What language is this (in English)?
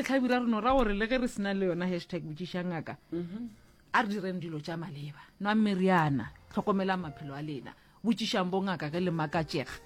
Northern Sotho